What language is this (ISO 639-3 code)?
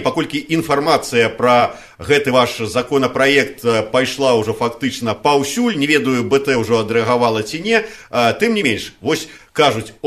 bel